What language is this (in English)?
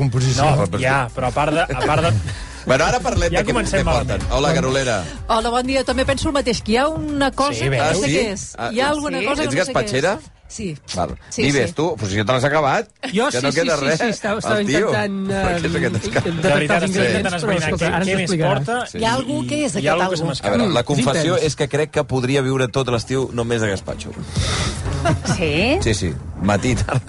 Catalan